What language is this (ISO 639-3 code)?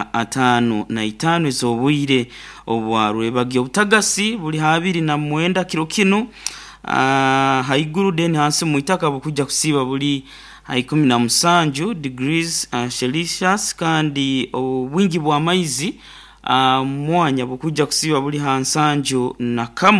nyo